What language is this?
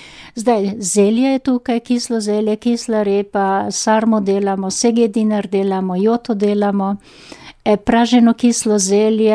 Slovenian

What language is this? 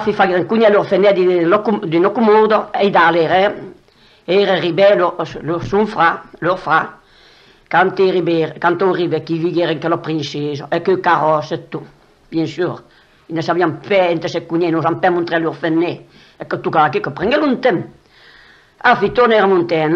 Occitan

